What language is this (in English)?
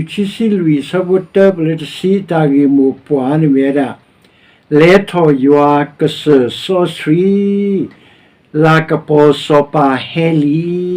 S'gaw Karen